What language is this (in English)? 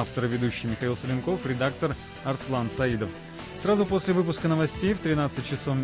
Russian